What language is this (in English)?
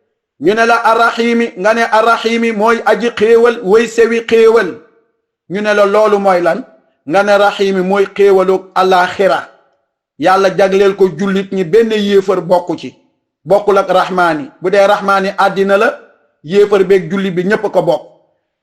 Wolof